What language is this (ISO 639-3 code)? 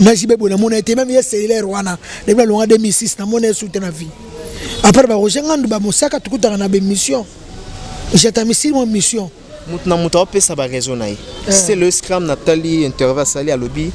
lin